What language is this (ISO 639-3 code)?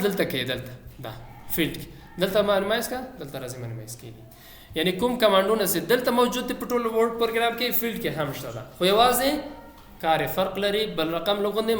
pus